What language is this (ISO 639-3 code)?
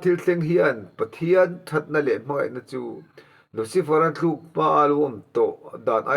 lus